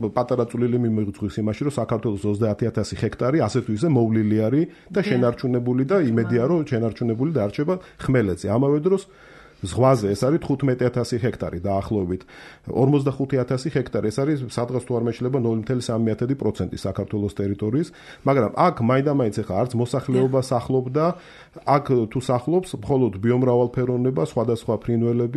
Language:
Georgian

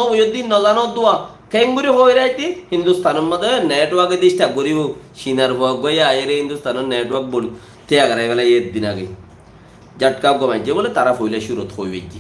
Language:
Rohingya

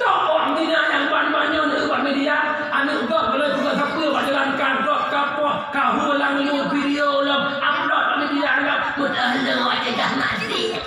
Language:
Achinese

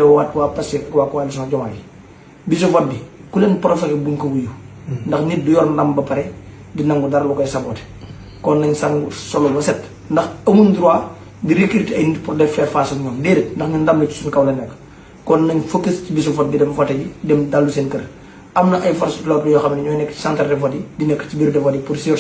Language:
Wolof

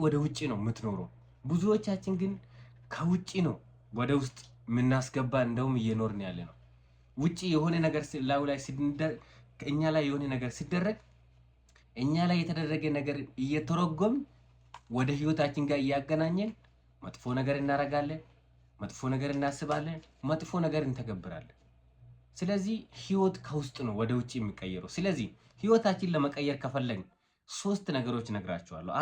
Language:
Amharic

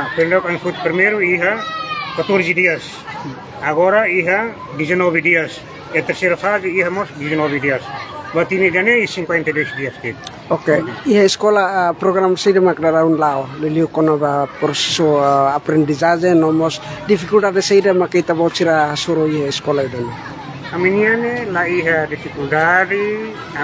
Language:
Tetum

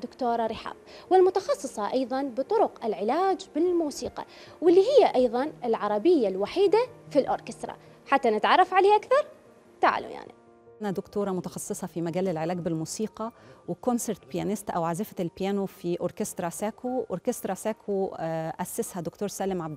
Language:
Mesopotamian Arabic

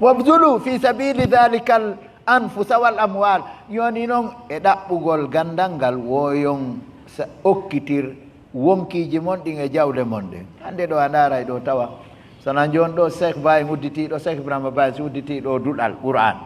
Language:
Fula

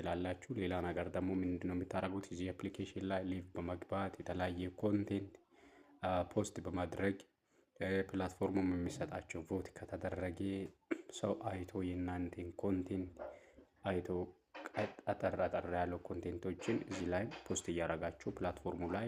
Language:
Amharic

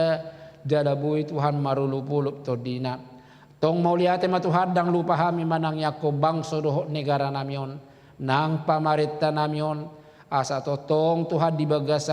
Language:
Batak Toba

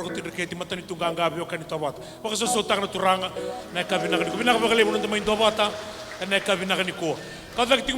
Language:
Fijian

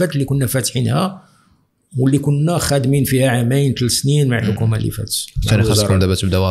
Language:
Moroccan Arabic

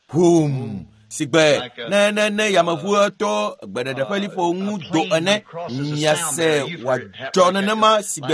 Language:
Ewe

